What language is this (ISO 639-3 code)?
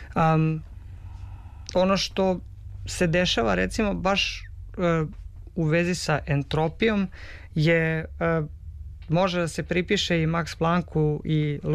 srp